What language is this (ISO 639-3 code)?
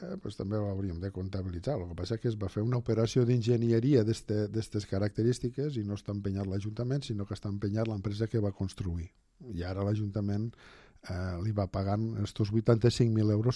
cat